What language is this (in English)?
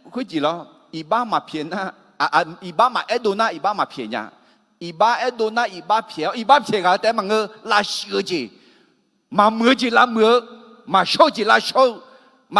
Akha